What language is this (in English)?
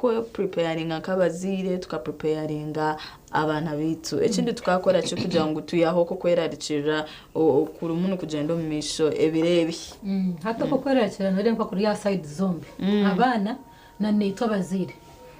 Nyankole